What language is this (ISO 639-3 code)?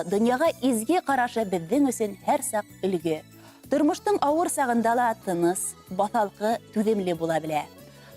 bak